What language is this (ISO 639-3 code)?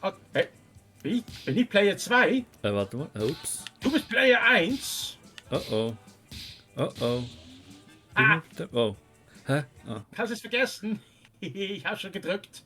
gsw